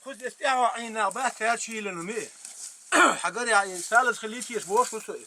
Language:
Chechen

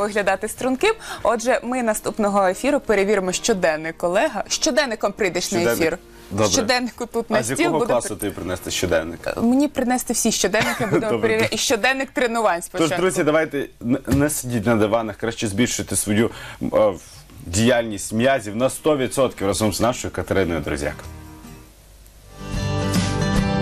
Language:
Ukrainian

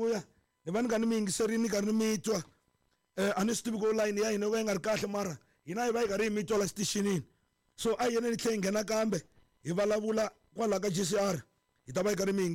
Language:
Tsonga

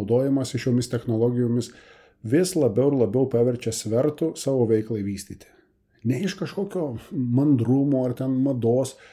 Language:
Lithuanian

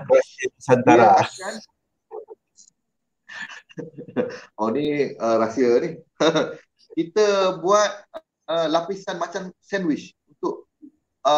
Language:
Malay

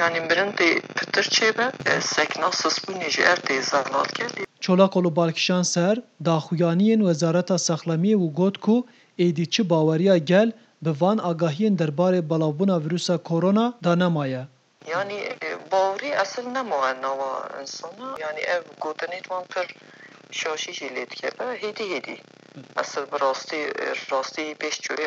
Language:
Kurdish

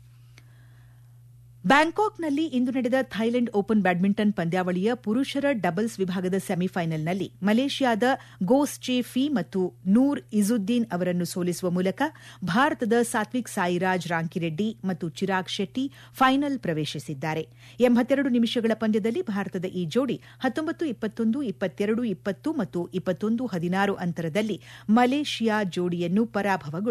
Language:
Kannada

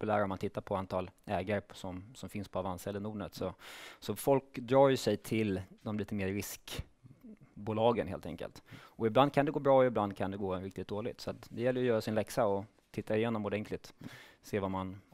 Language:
Swedish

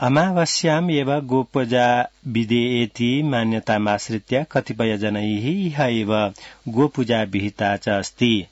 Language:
Sanskrit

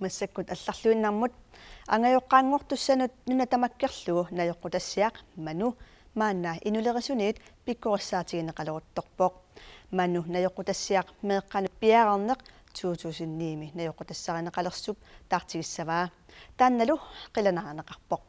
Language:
Kalaallisut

